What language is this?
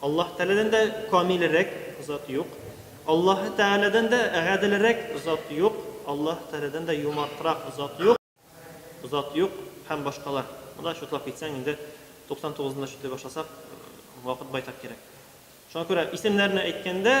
Tatar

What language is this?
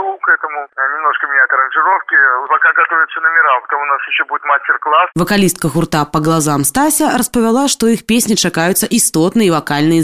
Belarusian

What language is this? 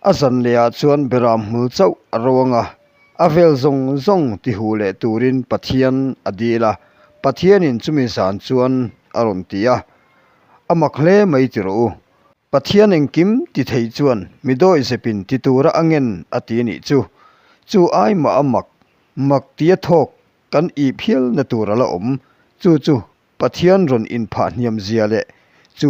Mizo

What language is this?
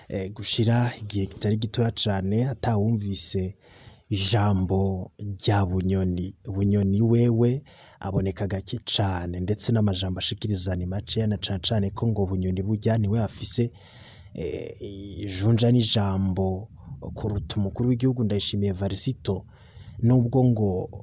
Rundi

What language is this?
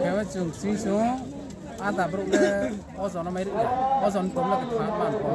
Riang (India)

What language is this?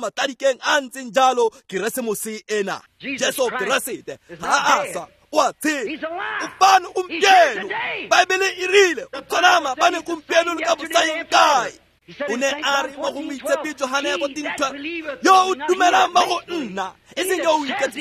Tswana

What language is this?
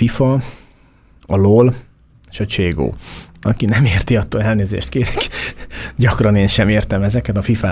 Hungarian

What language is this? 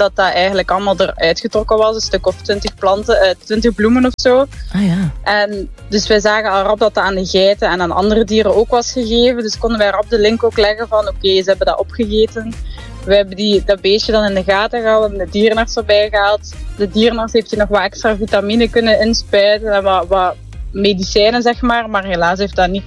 Dutch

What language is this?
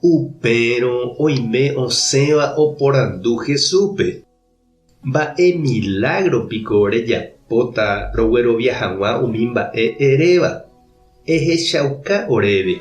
Guarani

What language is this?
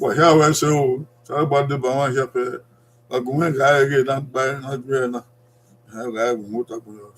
Bini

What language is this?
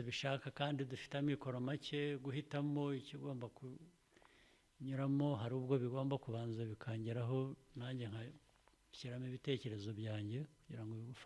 Kinyarwanda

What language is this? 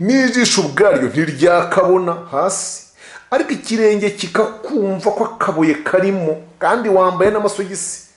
Kinyarwanda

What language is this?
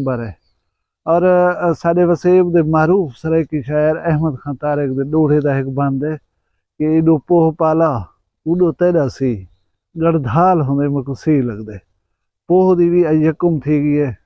Saraiki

